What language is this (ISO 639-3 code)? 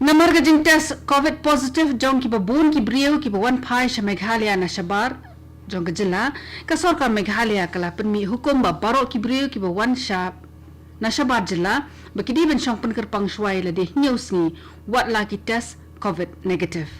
kha